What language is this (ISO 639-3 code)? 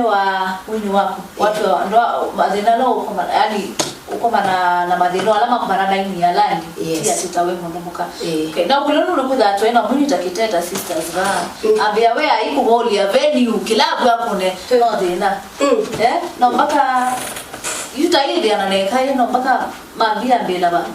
kam